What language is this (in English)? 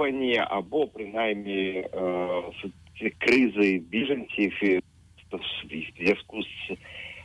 Ukrainian